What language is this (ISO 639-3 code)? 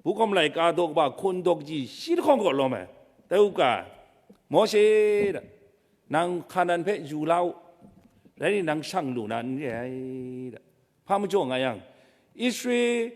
kac